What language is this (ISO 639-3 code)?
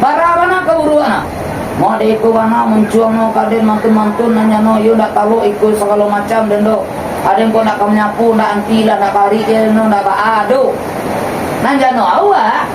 min